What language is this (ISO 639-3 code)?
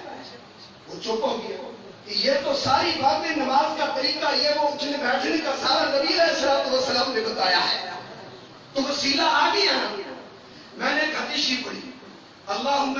urd